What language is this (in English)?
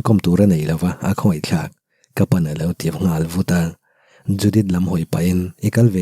Mizo